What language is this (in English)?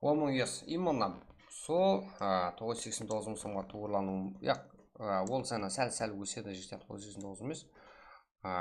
Kara-Kalpak